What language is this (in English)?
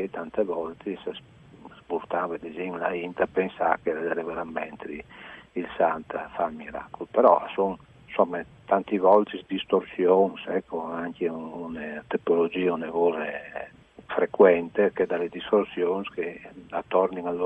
Friulian